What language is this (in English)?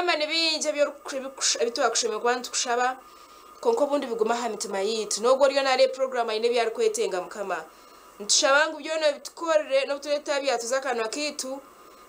Nyankole